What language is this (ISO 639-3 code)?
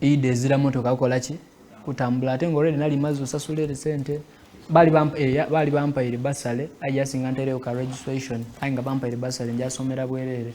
xog